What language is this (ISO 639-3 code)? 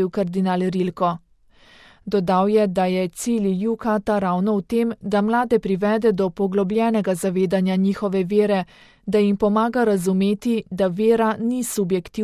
slv